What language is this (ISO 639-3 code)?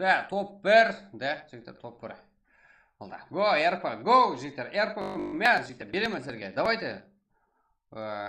kaa